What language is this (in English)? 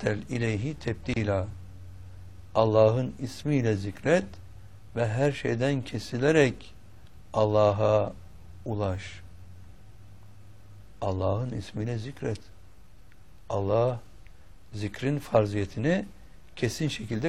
Turkish